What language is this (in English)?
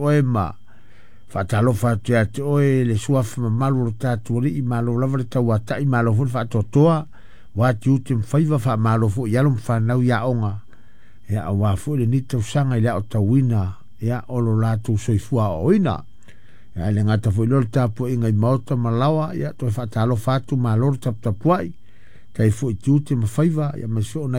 Samoan